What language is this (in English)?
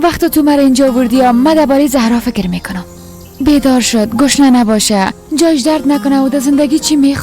Persian